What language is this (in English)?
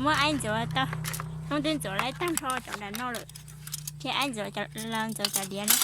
Hmong